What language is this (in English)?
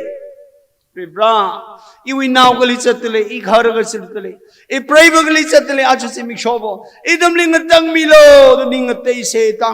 Tangkhul Naga (India)